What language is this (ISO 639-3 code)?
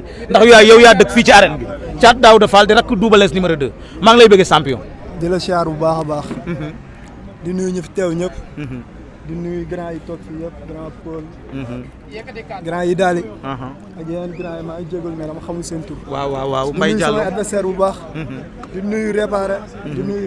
wol